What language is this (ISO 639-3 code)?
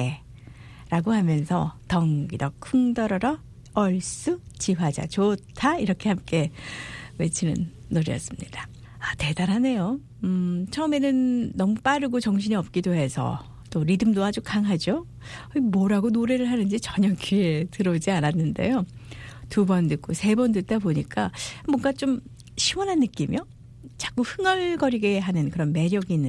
kor